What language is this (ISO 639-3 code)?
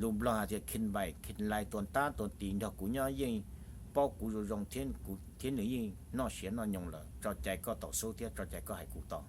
hmn